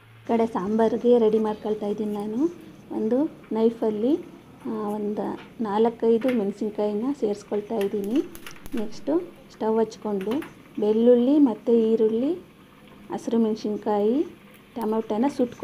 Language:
Kannada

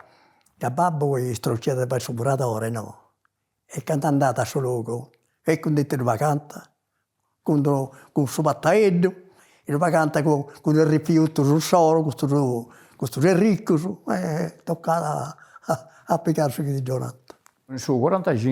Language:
Sardinian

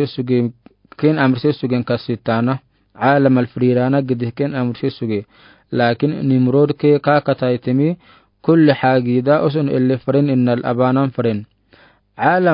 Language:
Afar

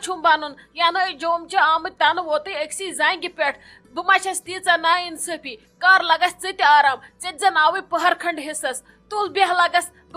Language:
Kashmiri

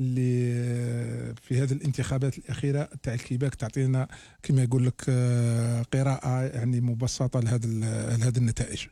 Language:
Algerian Arabic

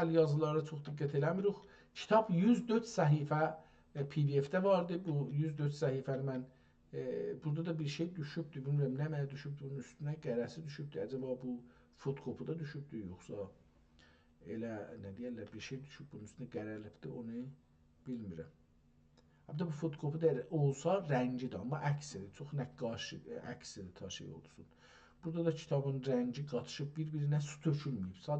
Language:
South Azerbaijani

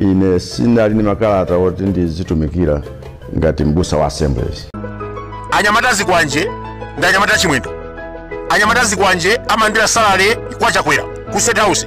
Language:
Nyanja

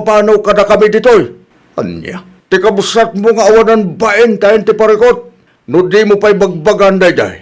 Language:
Iloko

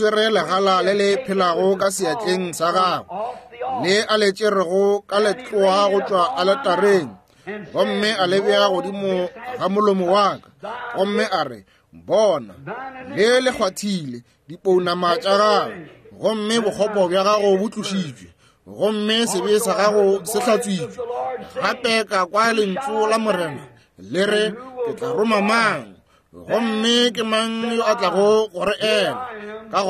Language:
Northern Sotho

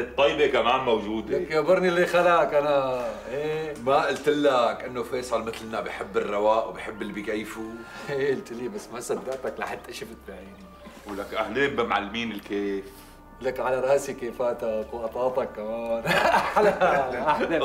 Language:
North Levantine Arabic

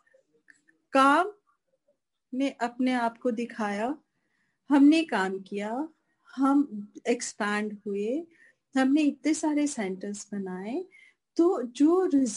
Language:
Hindi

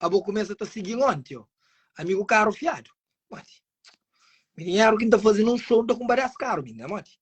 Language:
Kabuverdianu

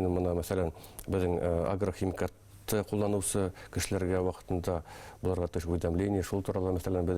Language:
Bashkir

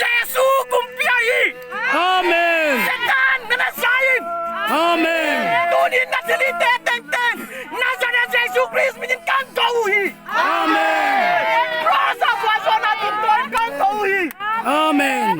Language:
Paite Chin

